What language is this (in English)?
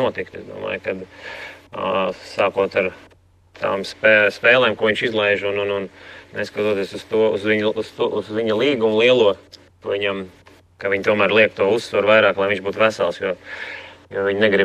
Latvian